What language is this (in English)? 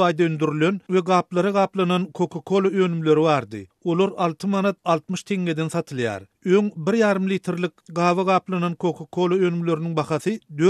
Turkmen